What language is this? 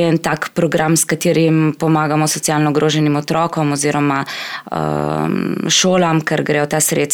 Slovenian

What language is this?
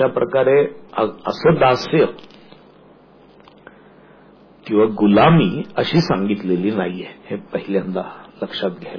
Marathi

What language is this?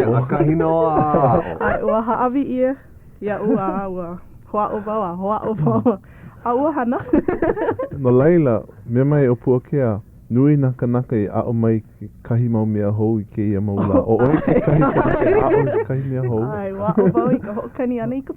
Hawaiian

